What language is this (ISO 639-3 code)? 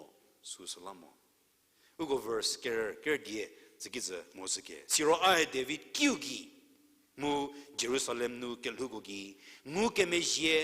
njm